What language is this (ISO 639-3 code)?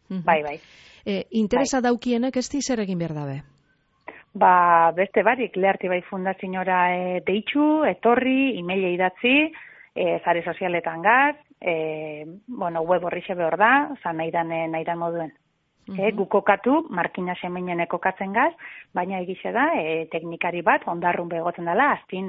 eus